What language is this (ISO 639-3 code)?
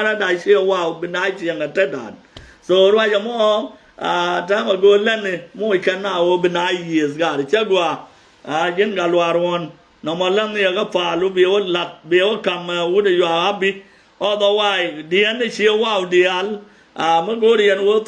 nus